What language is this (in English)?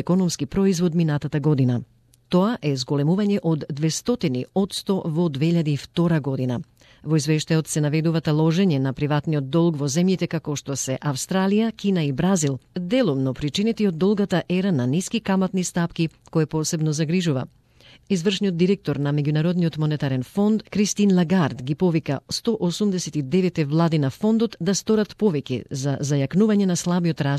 Macedonian